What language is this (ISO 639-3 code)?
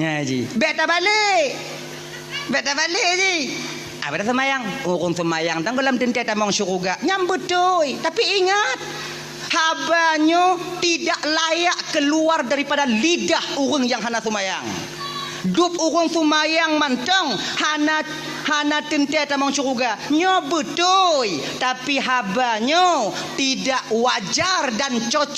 ace